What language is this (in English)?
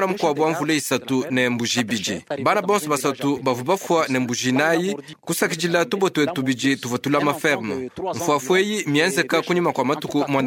Luba-Lulua